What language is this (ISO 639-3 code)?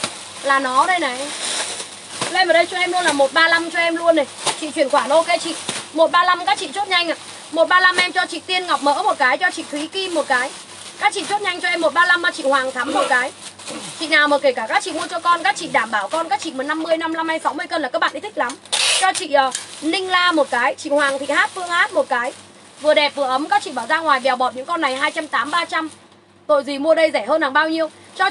vie